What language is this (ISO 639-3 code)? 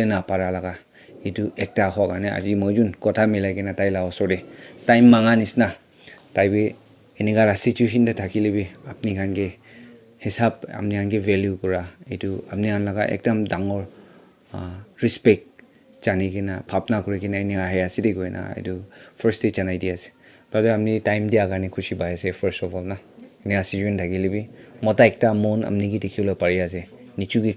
nag